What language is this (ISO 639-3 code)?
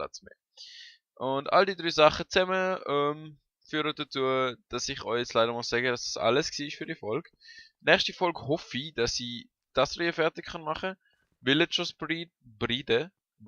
gsw